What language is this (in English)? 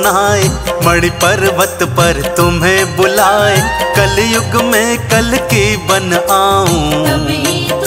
Hindi